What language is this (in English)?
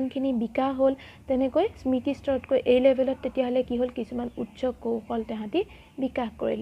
Assamese